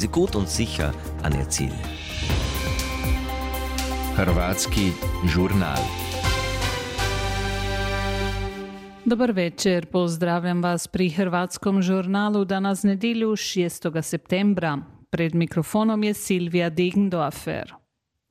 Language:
Croatian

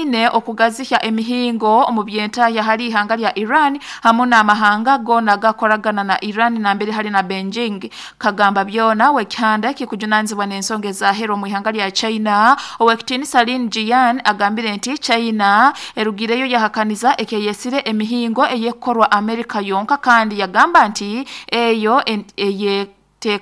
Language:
Nyoro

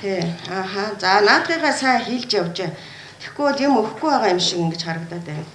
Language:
Mongolian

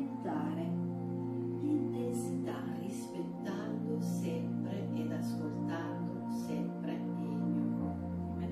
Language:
Italian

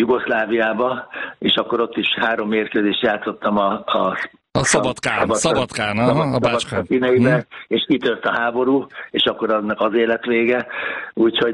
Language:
Hungarian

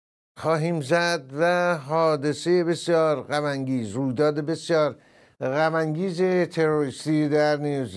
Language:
Persian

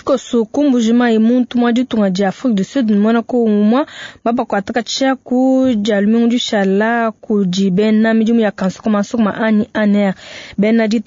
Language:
Luba-Lulua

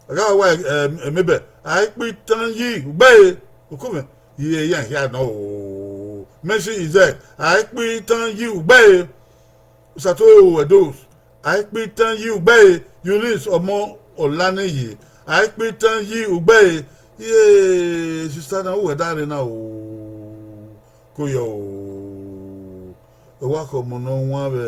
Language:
Bini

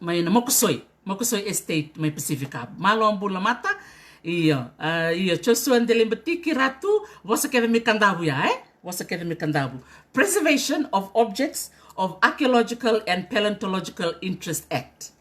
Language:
Fijian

